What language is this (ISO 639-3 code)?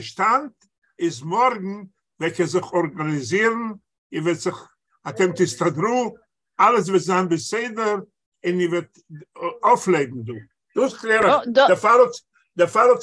yid